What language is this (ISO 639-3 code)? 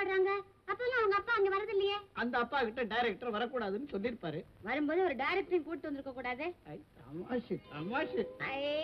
tam